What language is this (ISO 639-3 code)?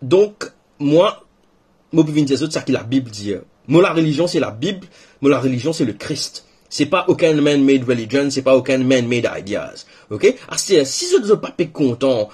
mfe